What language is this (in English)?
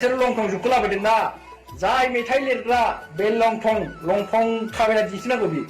Bodo